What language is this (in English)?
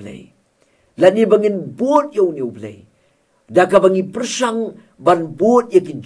Khasi